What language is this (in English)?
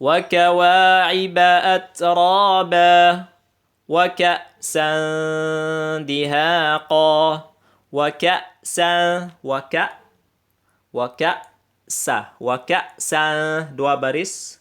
Tausug